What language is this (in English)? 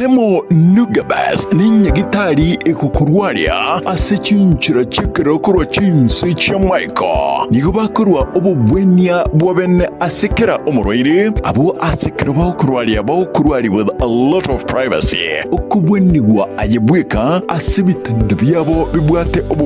Gusii